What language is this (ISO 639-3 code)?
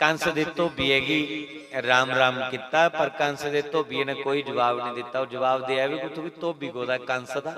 doi